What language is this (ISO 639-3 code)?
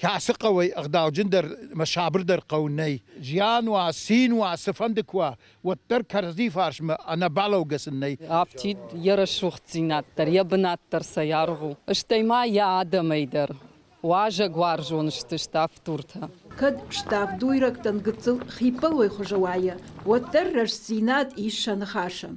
oss